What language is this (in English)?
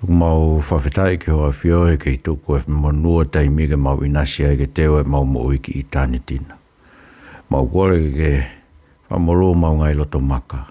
Tongan